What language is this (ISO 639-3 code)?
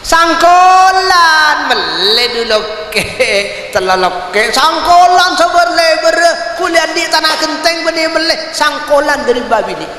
mad